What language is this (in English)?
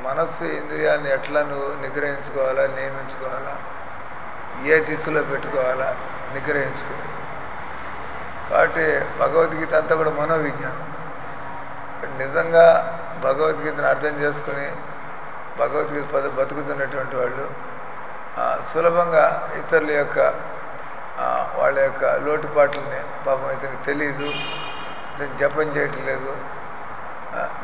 Telugu